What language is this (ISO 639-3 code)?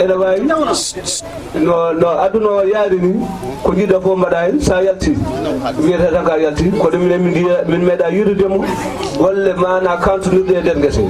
ful